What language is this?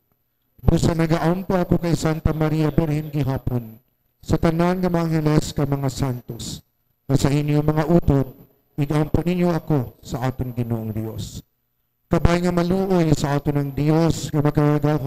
Hiligaynon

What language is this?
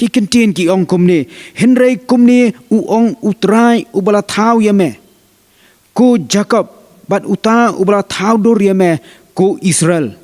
Khasi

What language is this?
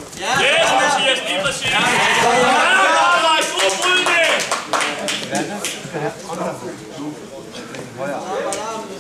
Danish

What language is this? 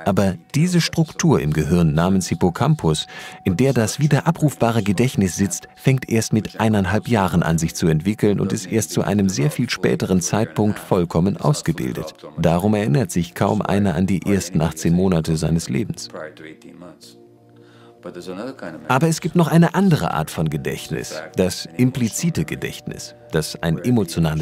German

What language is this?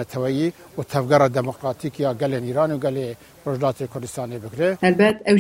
Kurdish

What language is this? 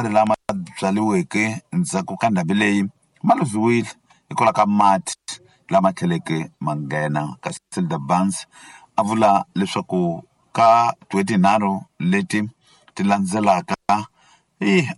Tsonga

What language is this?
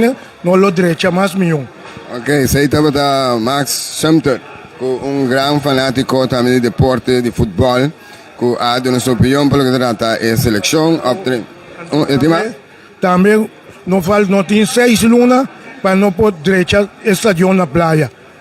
Papiamento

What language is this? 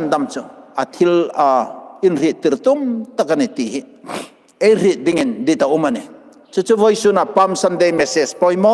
Hmar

